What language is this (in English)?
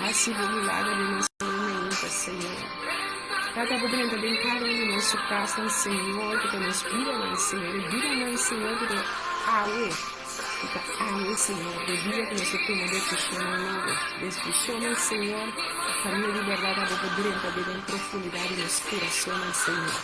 Papiamento